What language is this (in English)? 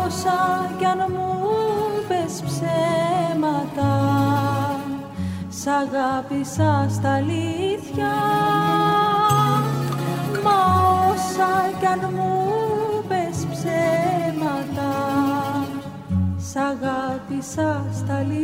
Greek